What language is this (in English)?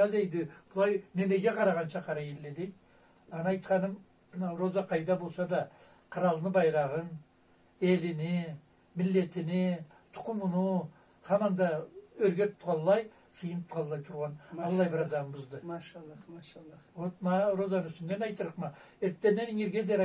Karachay-Balkar